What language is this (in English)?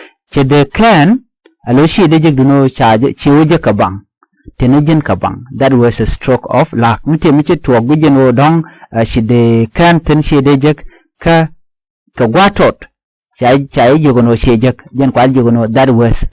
Nuer